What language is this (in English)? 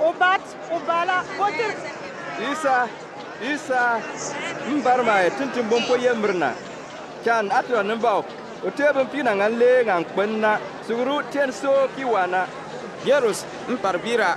Bimoba